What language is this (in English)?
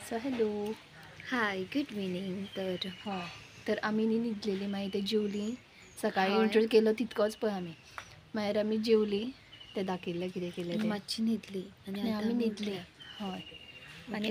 Konkani